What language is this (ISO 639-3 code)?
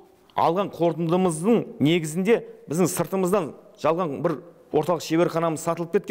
kaz